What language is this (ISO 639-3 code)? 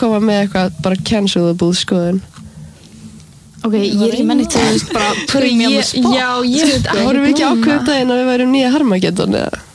isl